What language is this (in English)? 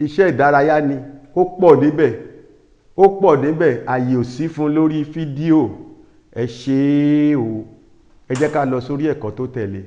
Yoruba